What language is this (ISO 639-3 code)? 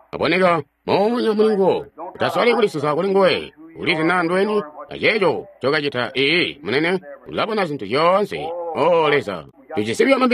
toi